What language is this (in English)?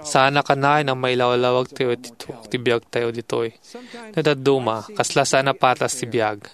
Iloko